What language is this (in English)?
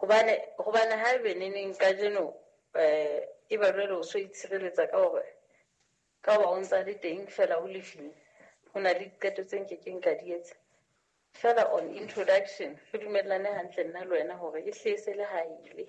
Southern Sotho